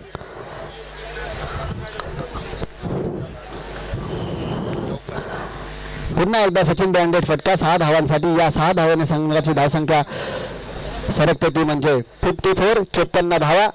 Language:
Marathi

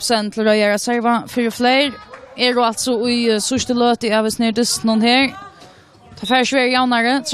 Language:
Faroese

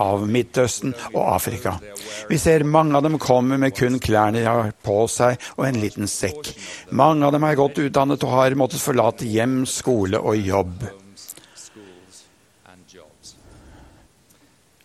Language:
Norwegian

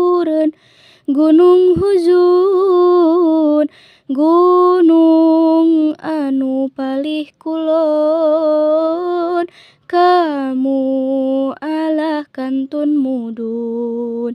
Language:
Sundanese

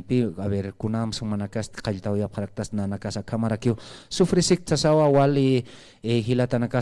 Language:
Aymara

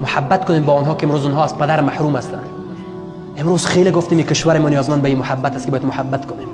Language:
Persian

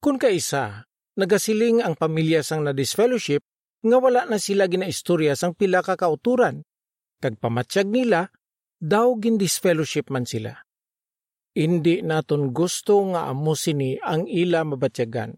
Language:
Hiligaynon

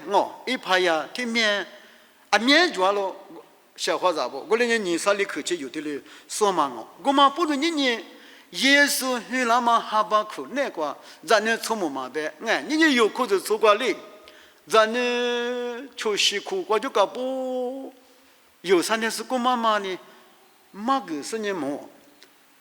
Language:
Lisu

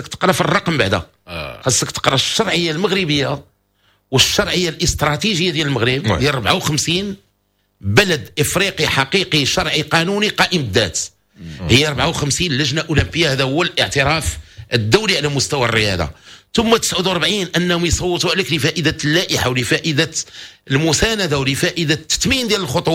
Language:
Moroccan Arabic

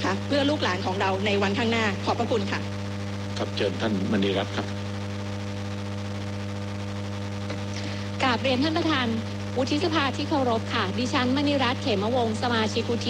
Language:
Thai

